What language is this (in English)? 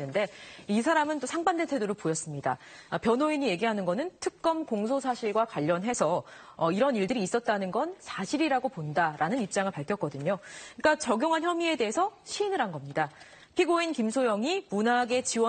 Korean